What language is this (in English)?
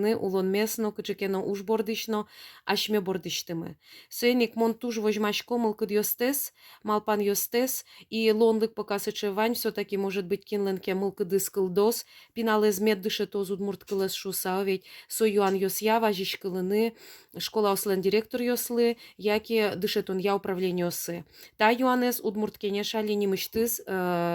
Udmurt